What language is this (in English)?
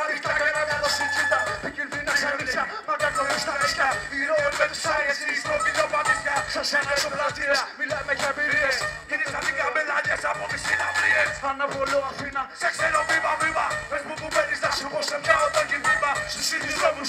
Greek